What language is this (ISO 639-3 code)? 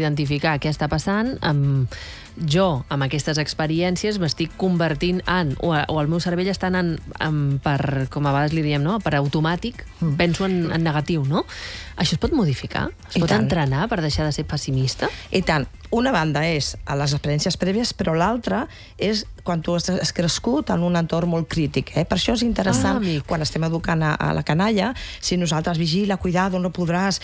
cat